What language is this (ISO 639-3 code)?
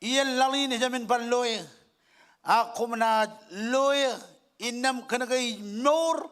mah